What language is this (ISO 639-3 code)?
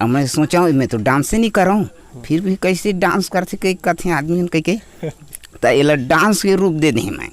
hne